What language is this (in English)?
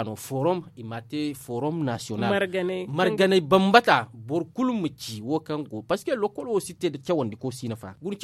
Zarma